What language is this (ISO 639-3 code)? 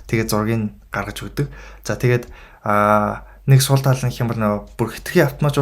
mon